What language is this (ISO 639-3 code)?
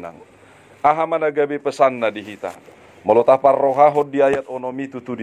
bbc